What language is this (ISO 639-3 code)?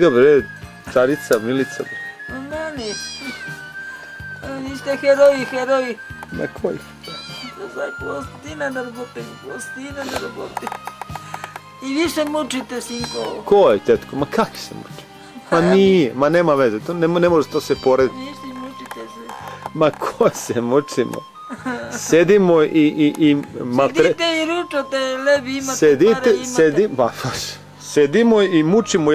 srp